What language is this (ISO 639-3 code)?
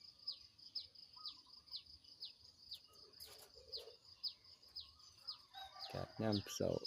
lao